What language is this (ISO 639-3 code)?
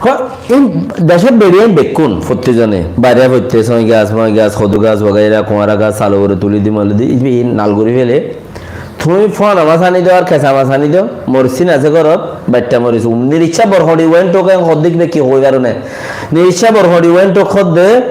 rhg